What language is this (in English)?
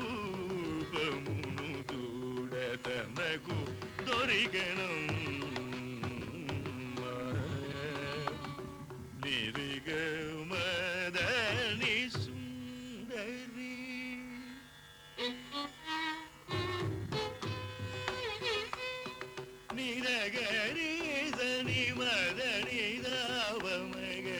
Telugu